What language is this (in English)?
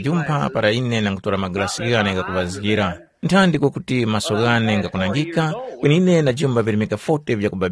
Tumbuka